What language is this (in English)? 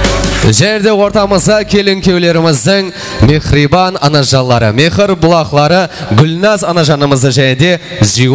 Kara-Kalpak